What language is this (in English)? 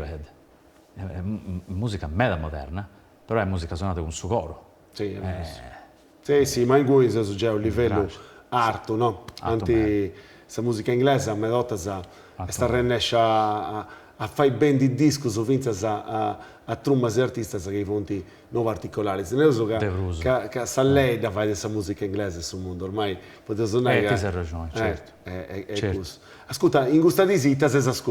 Sardinian